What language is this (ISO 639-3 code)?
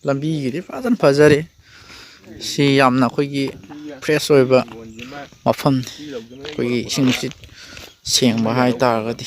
mni